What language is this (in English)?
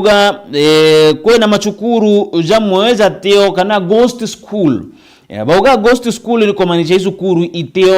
Meru